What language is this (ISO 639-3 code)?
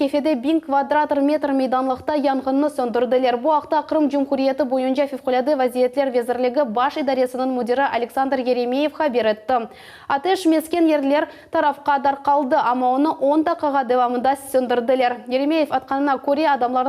crh